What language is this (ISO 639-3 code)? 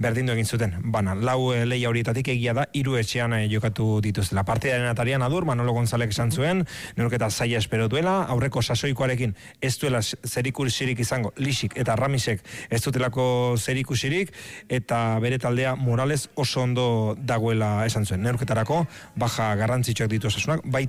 eus